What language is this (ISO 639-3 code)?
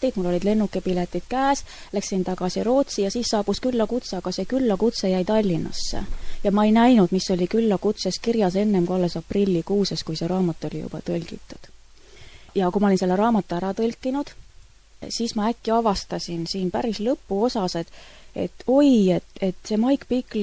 est